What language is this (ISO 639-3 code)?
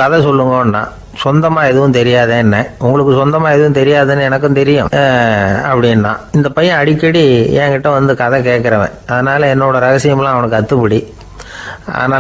tam